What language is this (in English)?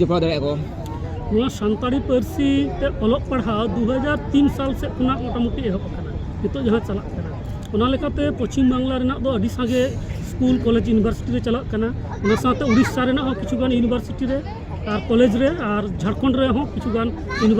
Santali